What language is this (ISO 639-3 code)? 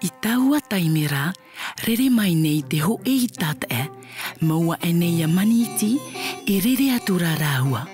tah